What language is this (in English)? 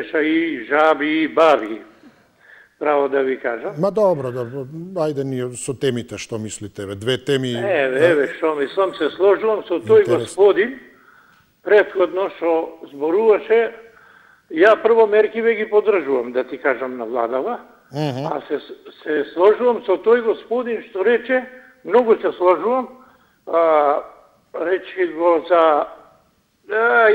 Macedonian